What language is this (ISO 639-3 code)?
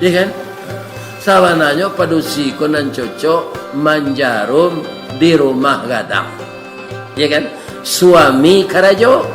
min